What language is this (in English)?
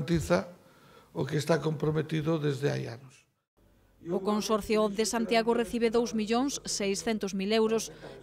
Galician